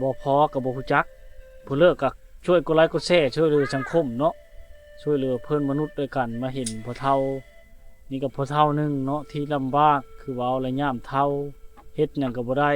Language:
Lao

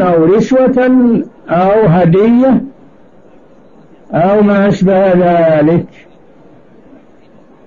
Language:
Arabic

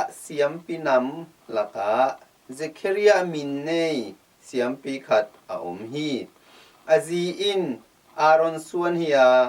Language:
Tedim Chin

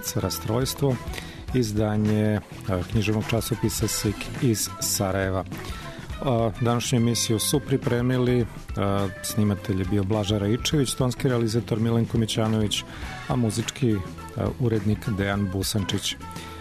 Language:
Serbian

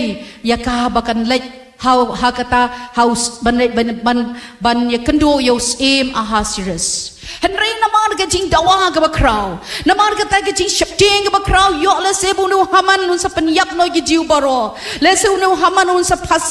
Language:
Khasi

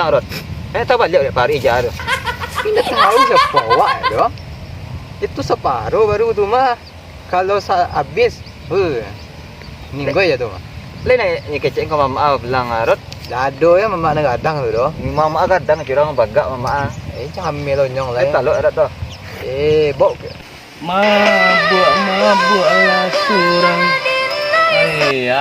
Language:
Minangkabau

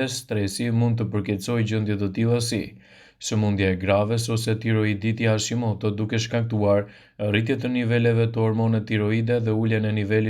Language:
Albanian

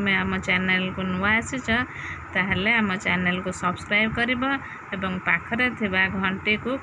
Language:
Odia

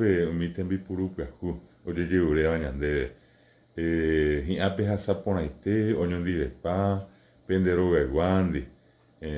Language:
Guarani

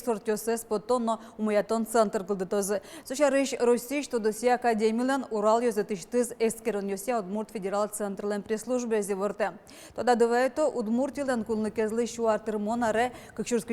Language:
Udmurt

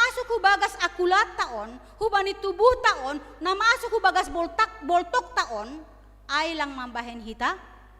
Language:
Batak Simalungun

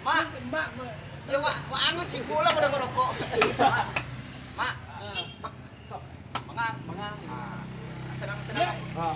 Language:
Minangkabau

